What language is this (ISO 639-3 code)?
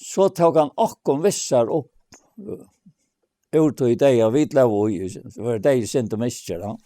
fao